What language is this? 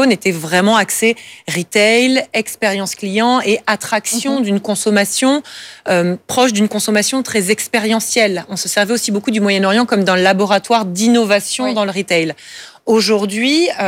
French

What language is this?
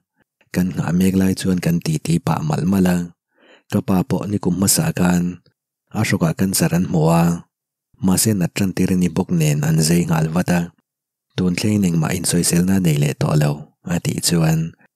Mizo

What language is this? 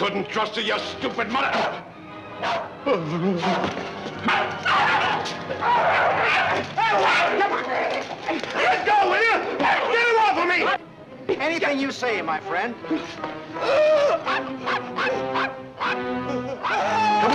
English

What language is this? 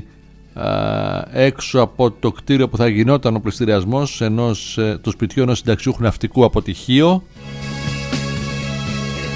Greek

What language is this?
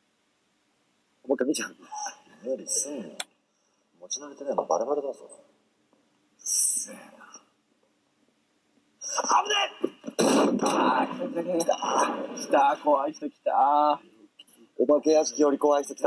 Japanese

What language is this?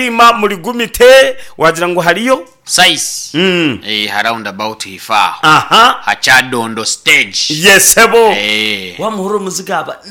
Nyankole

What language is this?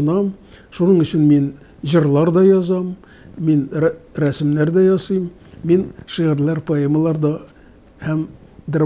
Tatar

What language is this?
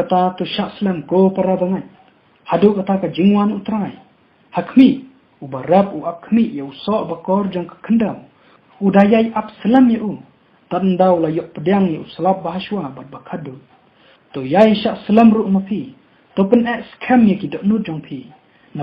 Khasi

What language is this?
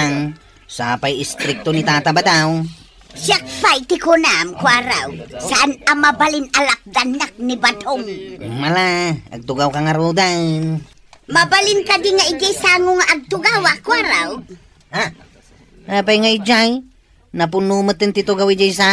Iloko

